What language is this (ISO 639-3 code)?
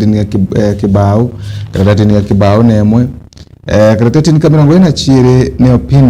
mer